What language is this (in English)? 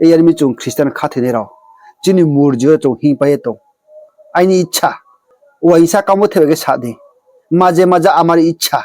Riang (India)